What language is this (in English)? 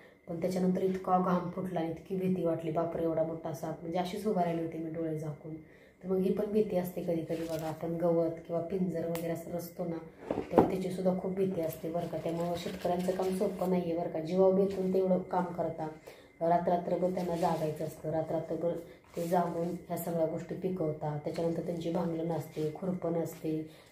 Marathi